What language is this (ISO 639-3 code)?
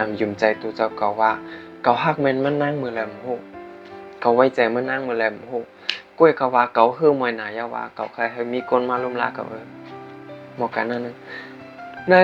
shn